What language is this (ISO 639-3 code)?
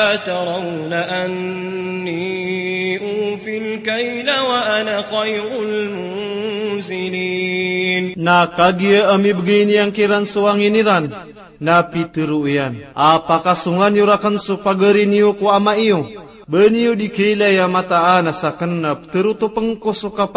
mrw